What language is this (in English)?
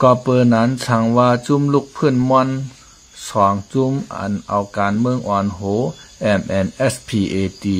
Shan